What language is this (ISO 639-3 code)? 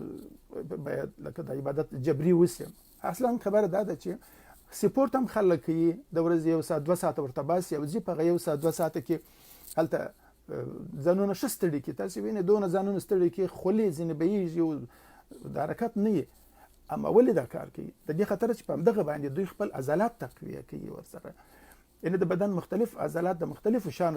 pus